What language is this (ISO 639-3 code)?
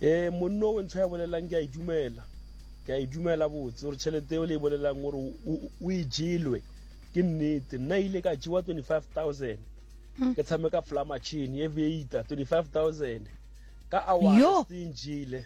nso